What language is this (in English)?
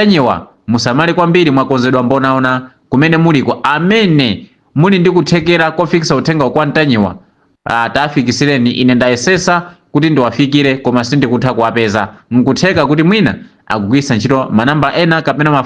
Nyanja